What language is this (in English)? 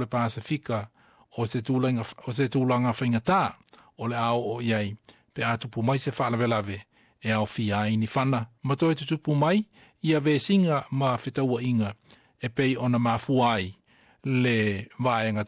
Samoan